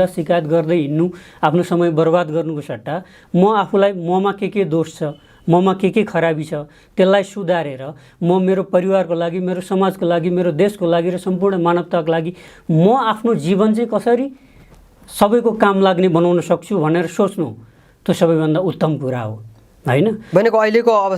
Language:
Nepali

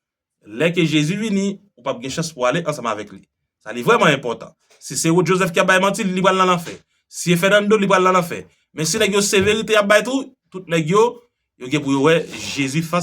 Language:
Haitian Creole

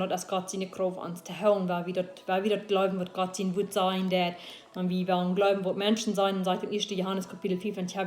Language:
Plautdietsch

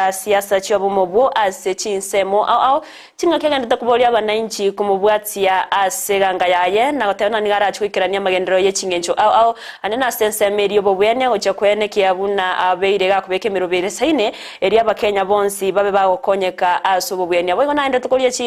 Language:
Gusii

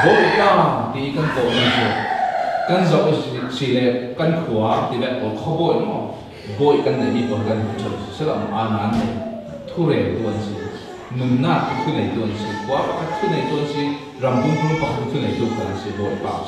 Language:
Falam Chin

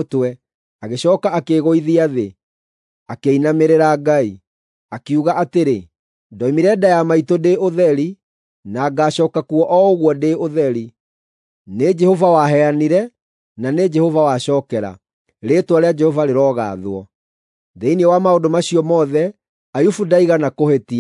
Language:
Kikuyu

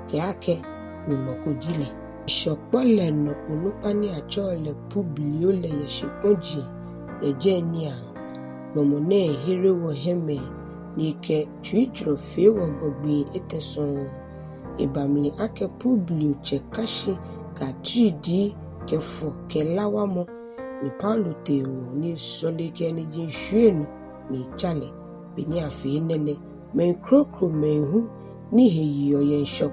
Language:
Ga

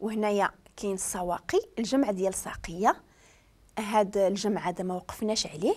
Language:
Moroccan Arabic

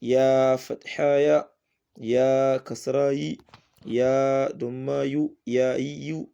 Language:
Hausa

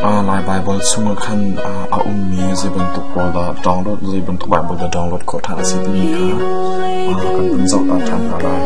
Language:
Hakha Chin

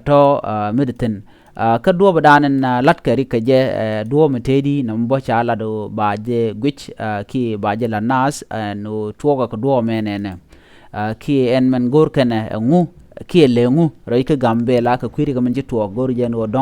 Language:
Nuer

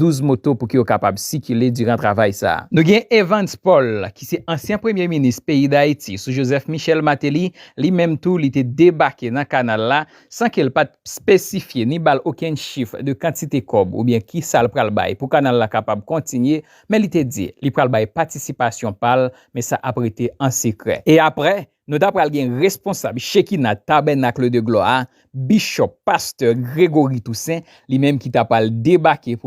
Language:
Haitian Creole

